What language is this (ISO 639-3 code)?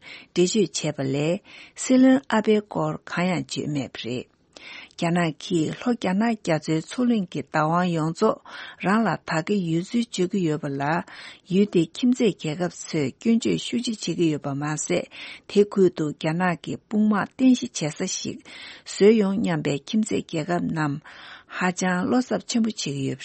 bod